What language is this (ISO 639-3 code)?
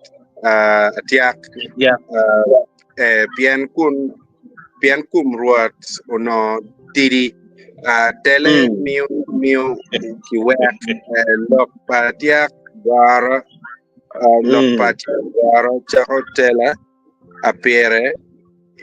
ach